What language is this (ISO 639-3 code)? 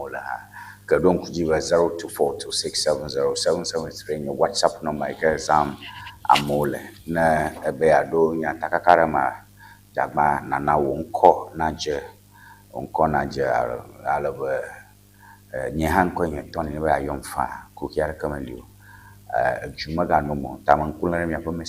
ewe